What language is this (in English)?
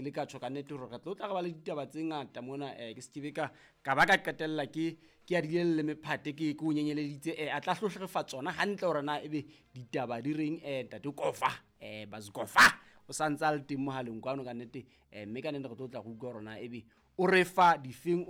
Southern Sotho